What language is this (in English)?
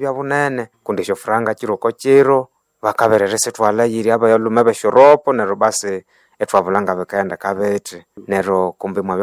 Nande